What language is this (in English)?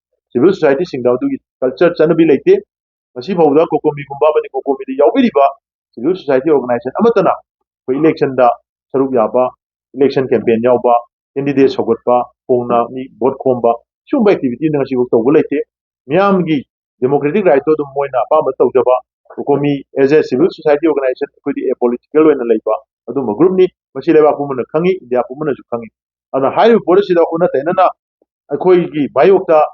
Manipuri